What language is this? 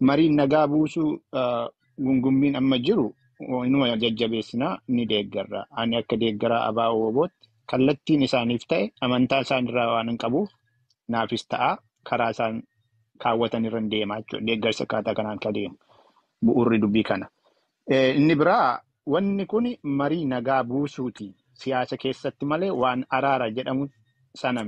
Oromo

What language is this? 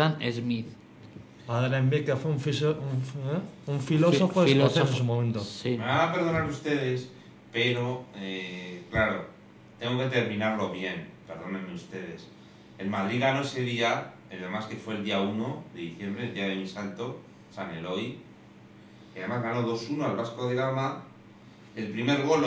Spanish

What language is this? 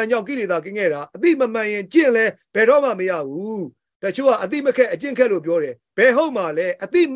Burmese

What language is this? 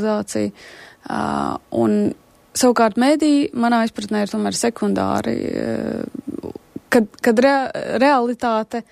Latvian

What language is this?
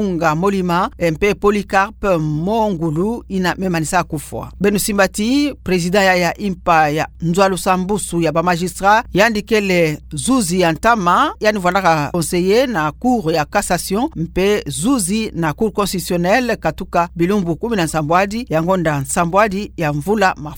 Kituba (Democratic Republic of Congo)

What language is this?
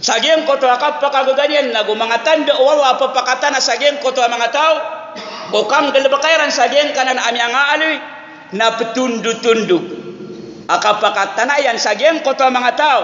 Maranao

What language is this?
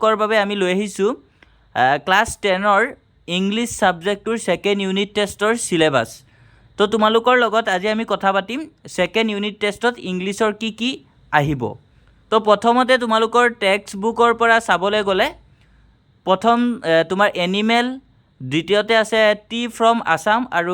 Assamese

